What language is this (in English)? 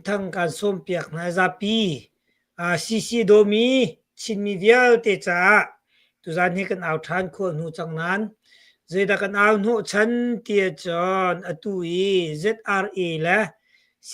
Hakha Chin